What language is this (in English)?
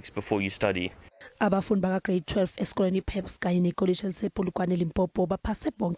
Zulu